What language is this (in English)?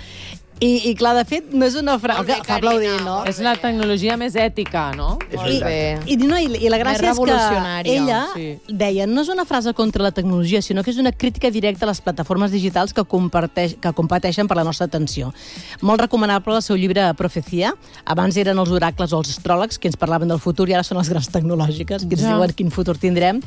Catalan